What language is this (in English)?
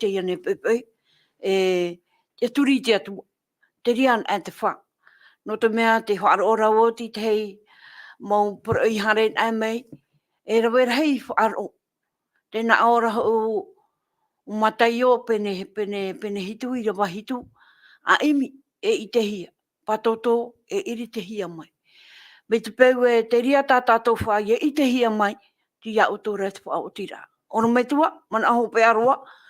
Tahitian